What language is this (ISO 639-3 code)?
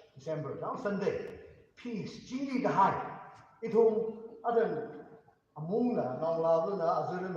nmf